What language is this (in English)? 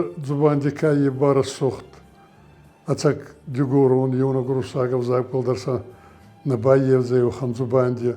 Ossetic